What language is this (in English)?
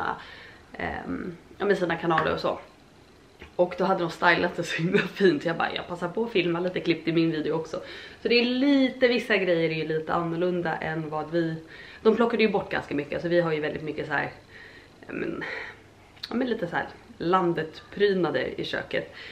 Swedish